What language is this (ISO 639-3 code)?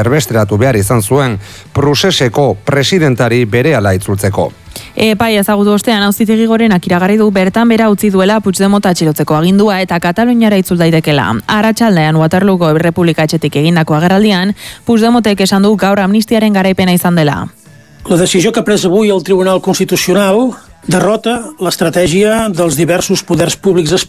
eus